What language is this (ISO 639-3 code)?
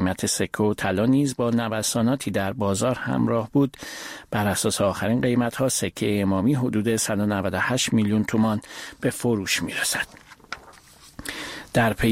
fas